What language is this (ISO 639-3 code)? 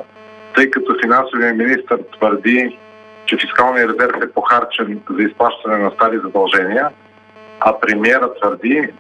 bul